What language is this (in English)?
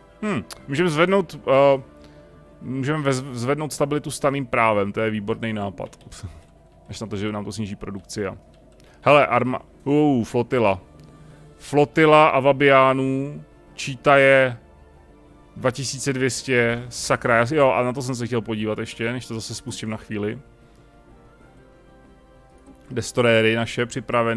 Czech